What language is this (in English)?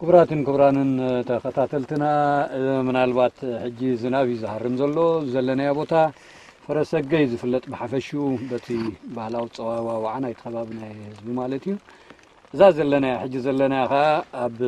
Tigrinya